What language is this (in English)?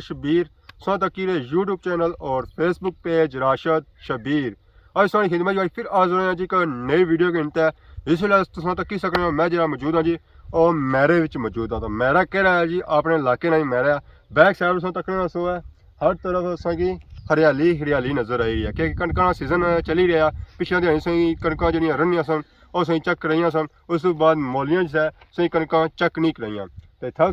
Pahari-Potwari